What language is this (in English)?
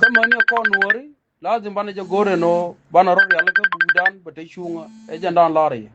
Nuer